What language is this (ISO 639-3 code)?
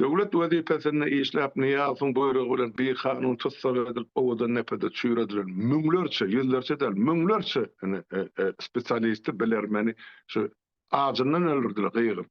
tuk